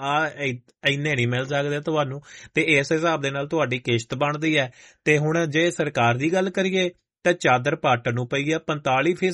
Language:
Punjabi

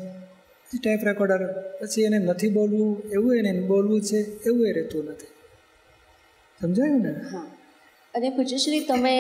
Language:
Gujarati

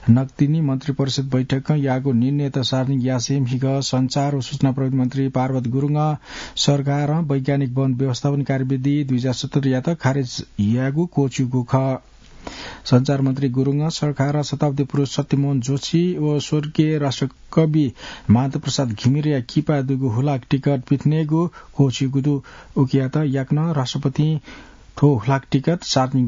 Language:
Newari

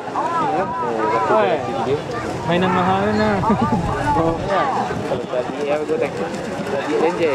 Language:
Minangkabau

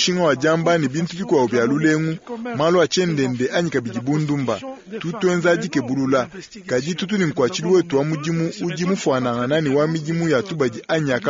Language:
Luba-Lulua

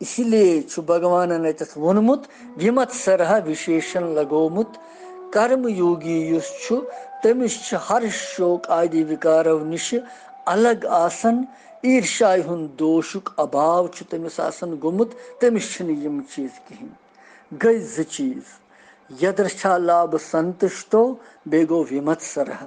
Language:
Kashmiri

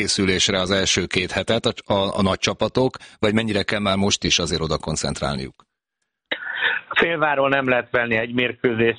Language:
Hungarian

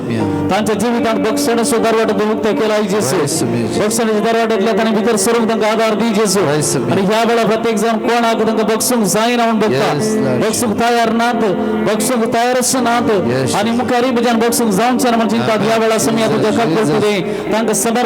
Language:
Konkani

